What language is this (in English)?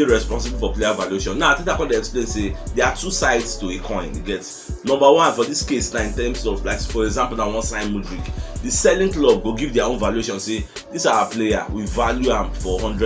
Nigerian Pidgin